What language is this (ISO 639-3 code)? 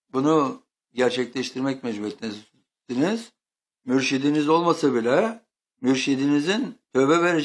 tur